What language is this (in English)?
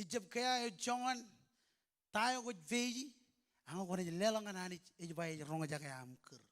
Marshallese